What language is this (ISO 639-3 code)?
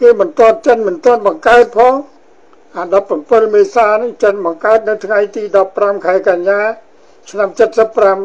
khm